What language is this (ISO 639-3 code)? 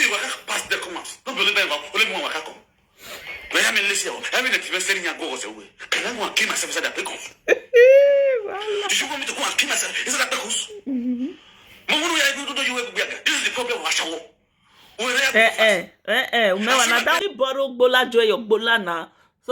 pcm